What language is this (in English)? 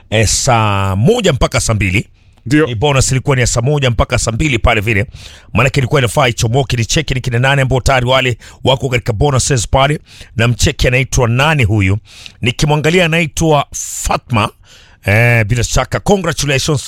Swahili